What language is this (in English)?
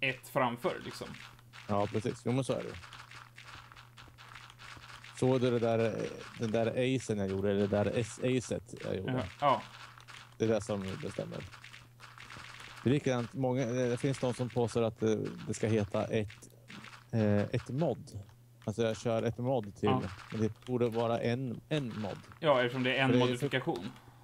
Swedish